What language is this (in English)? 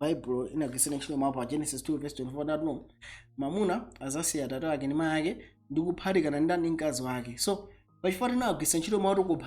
Nyanja